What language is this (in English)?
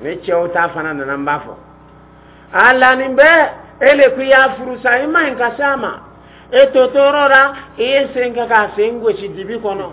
Dyula